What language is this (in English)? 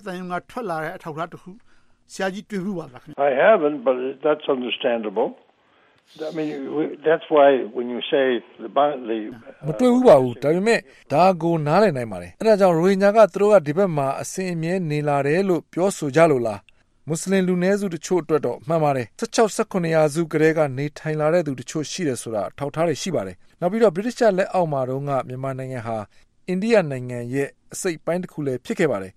Burmese